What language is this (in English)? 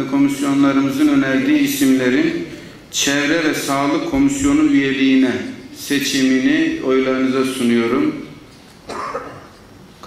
Turkish